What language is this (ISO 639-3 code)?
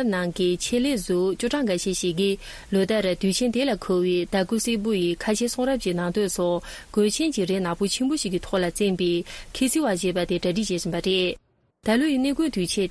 bod